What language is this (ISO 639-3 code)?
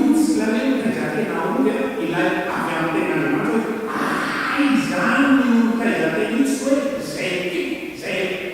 mlg